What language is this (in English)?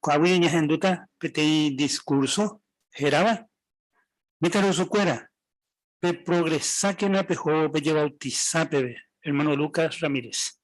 Guarani